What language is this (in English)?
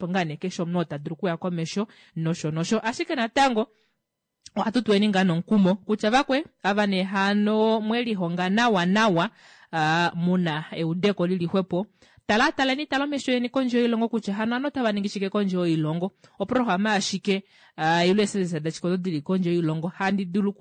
Kuanyama